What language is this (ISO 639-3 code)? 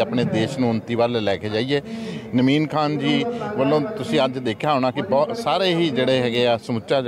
pan